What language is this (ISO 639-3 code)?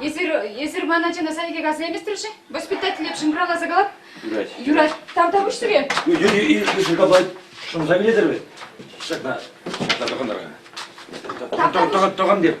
chv